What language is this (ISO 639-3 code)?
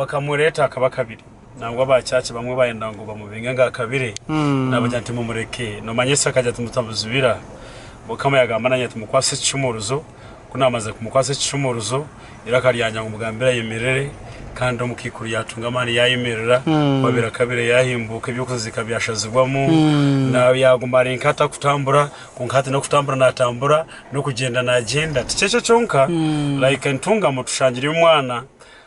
nyn